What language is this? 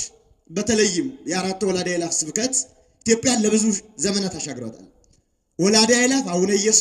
Amharic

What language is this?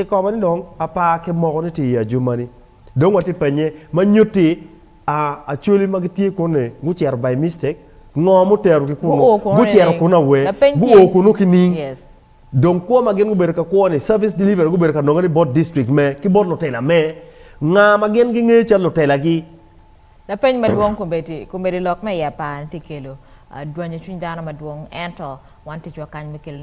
Acoli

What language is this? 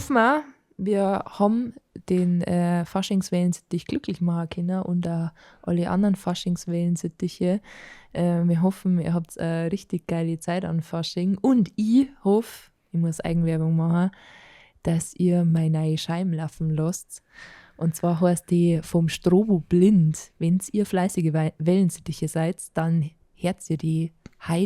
Bavarian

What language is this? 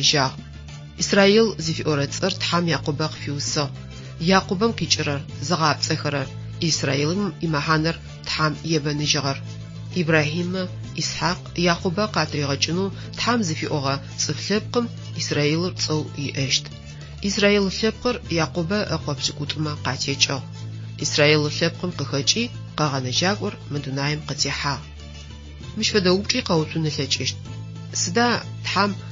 Adyghe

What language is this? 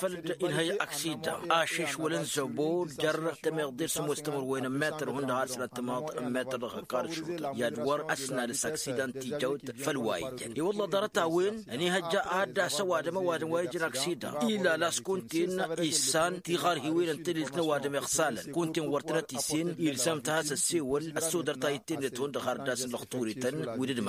Tamasheq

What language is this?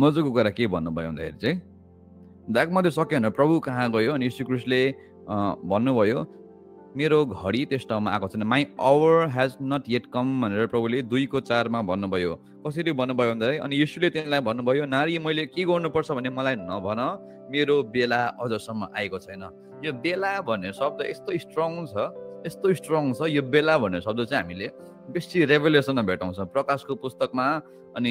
Nepali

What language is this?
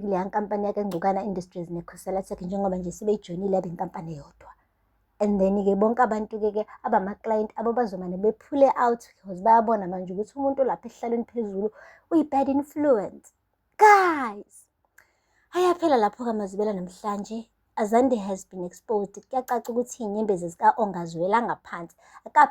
Zulu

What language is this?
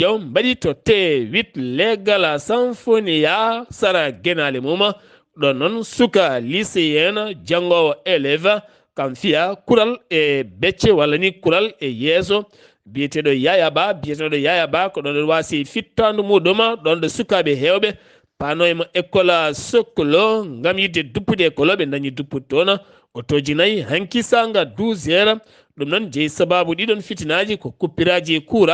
Fula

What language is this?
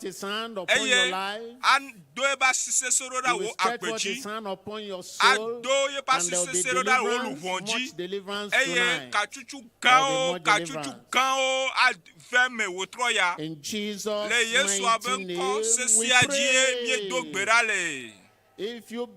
Ewe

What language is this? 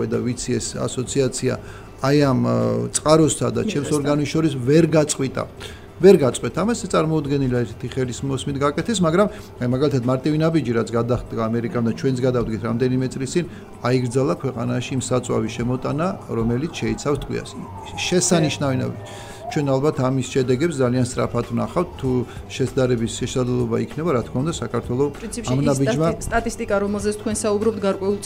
Georgian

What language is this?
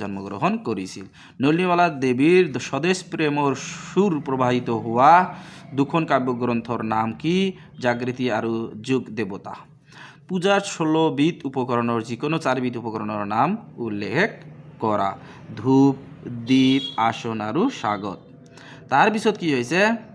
Assamese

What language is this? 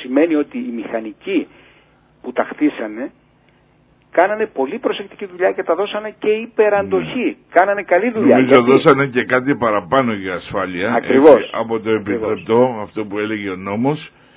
Greek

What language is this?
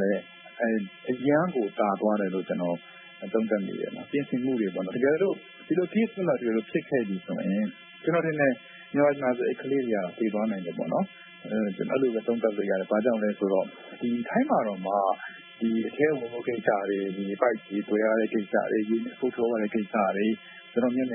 Burmese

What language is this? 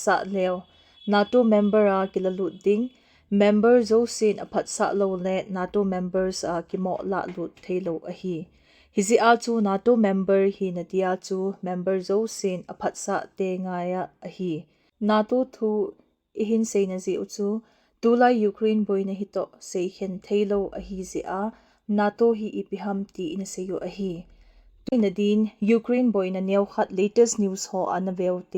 Thado Chin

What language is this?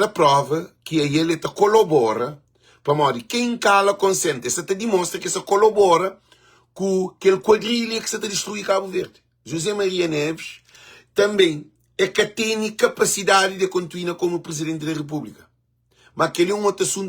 Kabuverdianu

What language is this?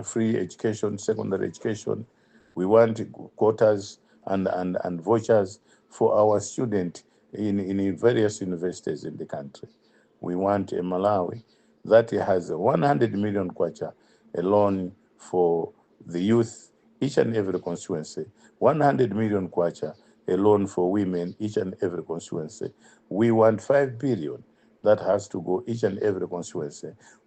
English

